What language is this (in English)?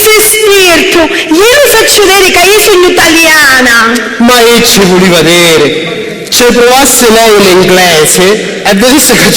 Sicilian